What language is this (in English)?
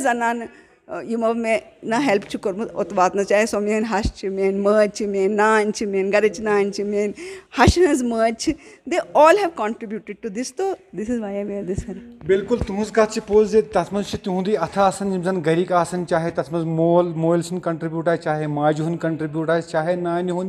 Kashmiri